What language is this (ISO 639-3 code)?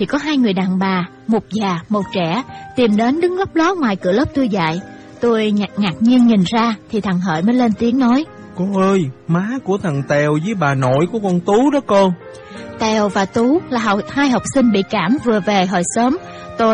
vie